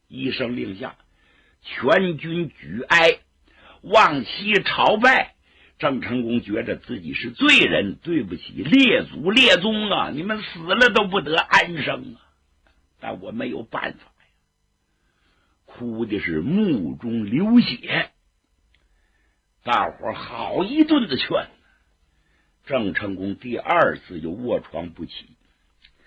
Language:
Chinese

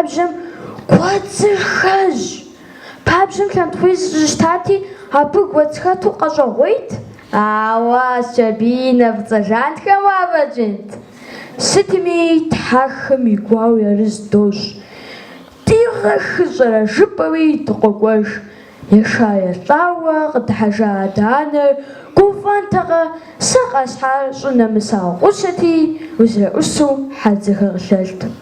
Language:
Kabardian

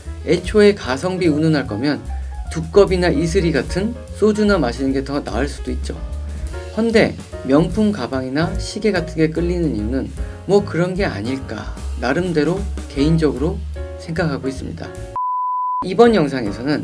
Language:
Korean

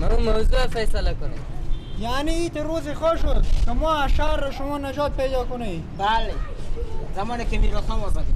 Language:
Persian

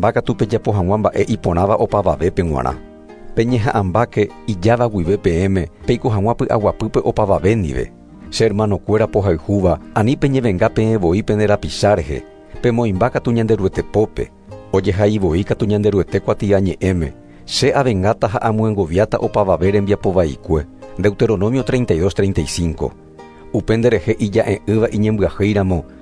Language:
Guarani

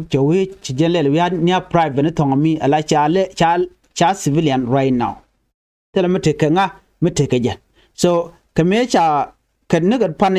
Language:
Nuer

